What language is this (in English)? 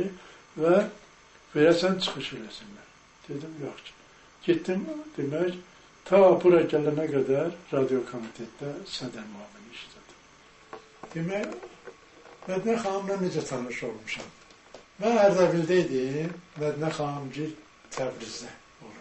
Azerbaijani